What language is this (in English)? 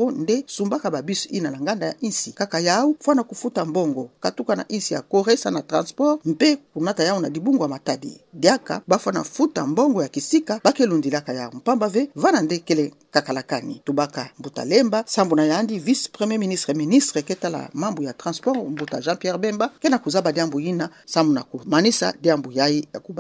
Kituba (Democratic Republic of Congo)